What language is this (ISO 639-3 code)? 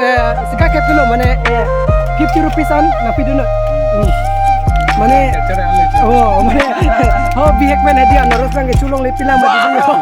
mjw